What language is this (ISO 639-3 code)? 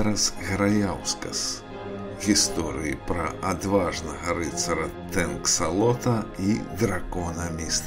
bel